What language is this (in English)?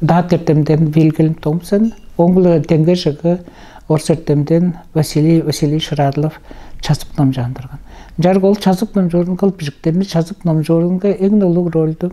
Tuvinian